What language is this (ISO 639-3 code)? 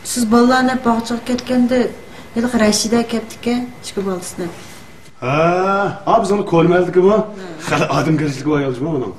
uig